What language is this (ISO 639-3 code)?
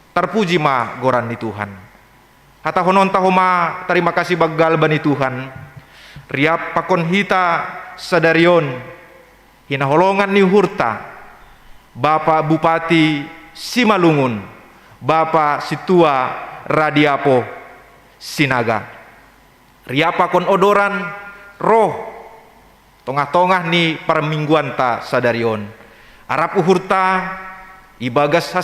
bts